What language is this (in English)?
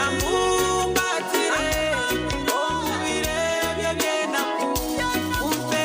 Nyankole